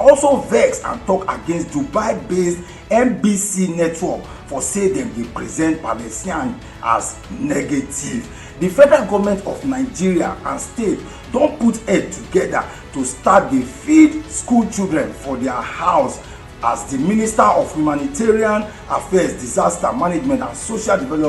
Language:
Nigerian Pidgin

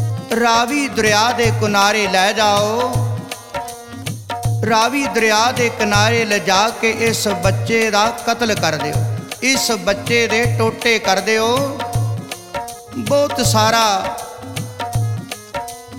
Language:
Punjabi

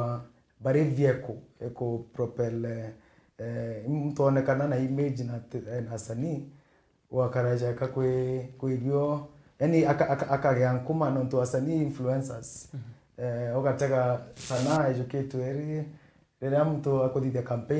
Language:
Meru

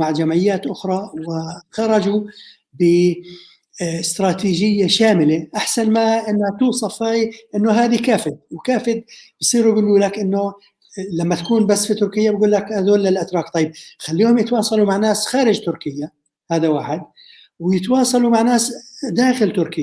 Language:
North Levantine Arabic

